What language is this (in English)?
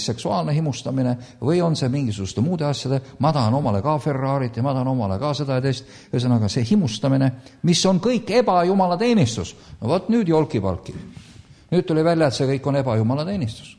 Estonian